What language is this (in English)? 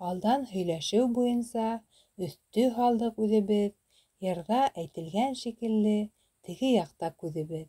Bashkir